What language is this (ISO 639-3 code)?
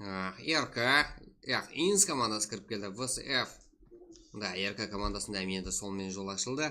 kaa